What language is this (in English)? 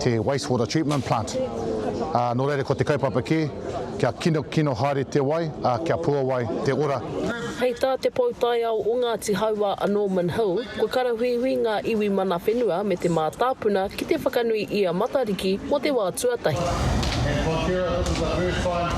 Māori